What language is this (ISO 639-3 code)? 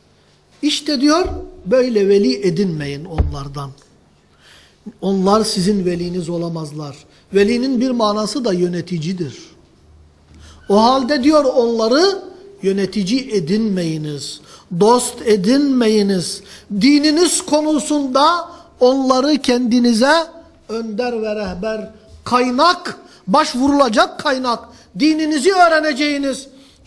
tur